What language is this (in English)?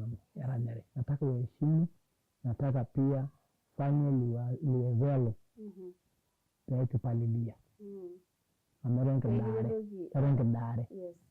Masai